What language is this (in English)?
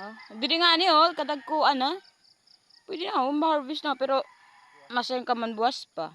Waray